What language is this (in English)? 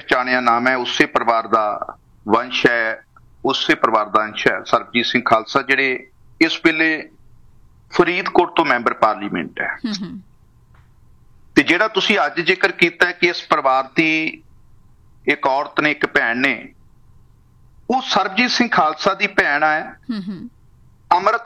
Punjabi